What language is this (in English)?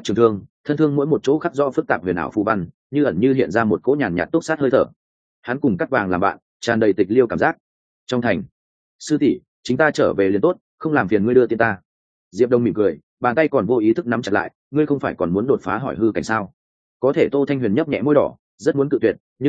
Vietnamese